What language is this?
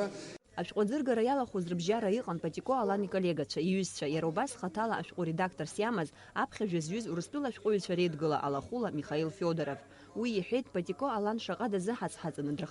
Abkhazian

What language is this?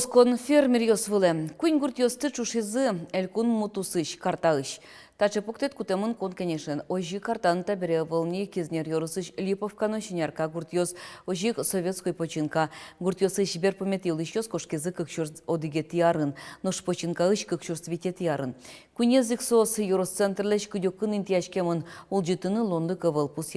Udmurt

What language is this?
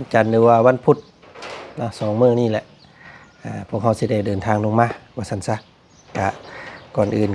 Lao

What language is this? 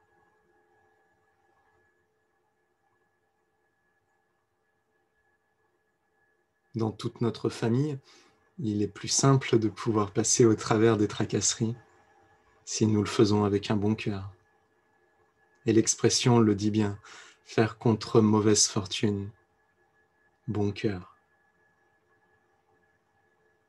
French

